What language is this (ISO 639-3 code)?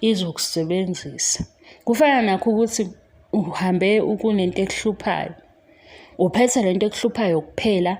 zul